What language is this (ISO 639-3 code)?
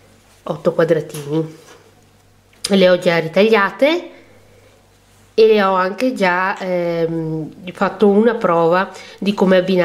ita